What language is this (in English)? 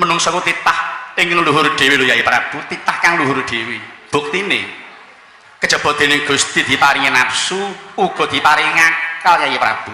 Javanese